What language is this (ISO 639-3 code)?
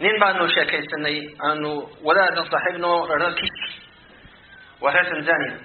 som